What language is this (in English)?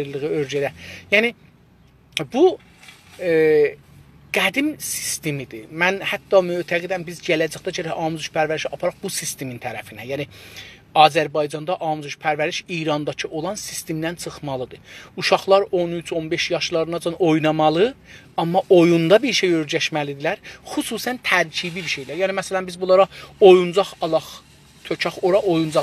South Azerbaijani